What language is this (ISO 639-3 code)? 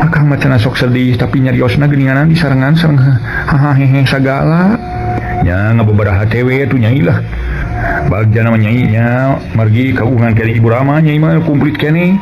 sun